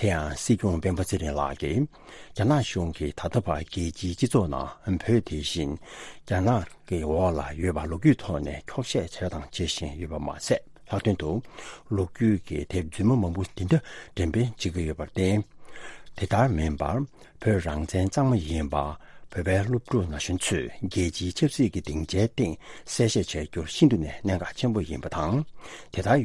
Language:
Tibetan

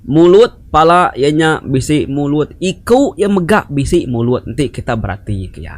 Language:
Iban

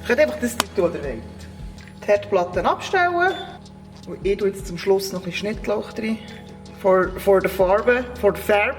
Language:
Swiss German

